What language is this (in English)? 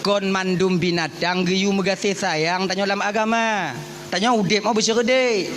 Achinese